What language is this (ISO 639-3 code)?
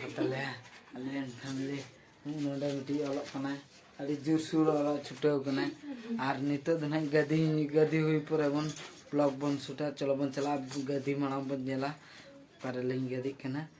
sat